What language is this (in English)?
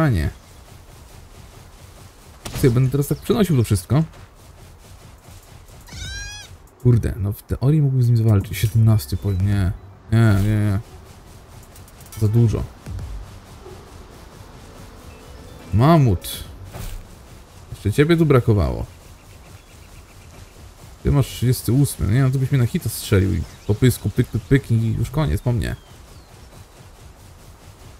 Polish